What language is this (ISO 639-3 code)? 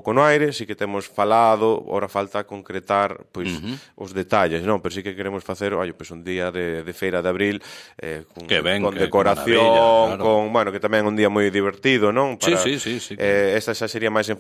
glg